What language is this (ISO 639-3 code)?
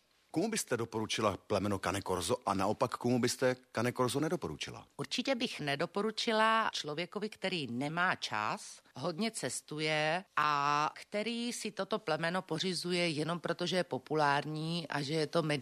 ces